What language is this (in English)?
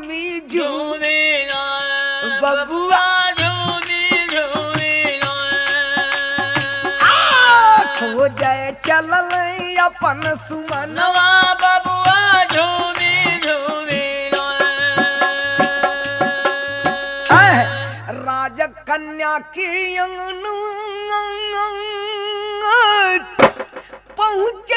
Bhojpuri